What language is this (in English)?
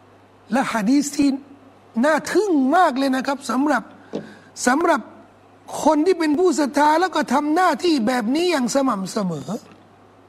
Thai